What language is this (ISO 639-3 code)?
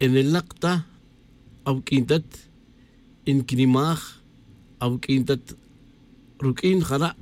tzj